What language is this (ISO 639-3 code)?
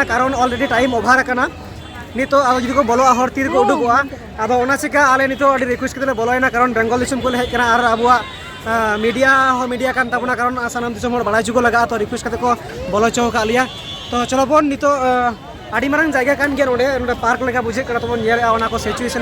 sat